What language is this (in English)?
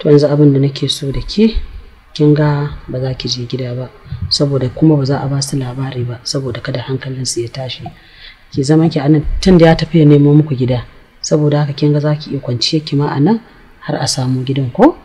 Hausa